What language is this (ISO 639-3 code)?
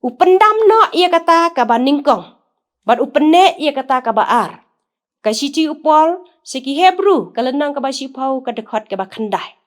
kha